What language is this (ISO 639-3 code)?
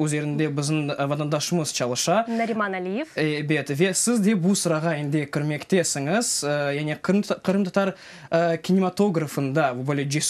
crh